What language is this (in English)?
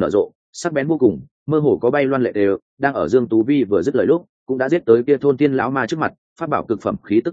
Vietnamese